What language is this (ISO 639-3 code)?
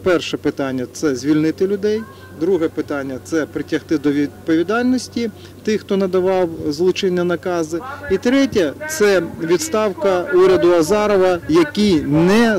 ukr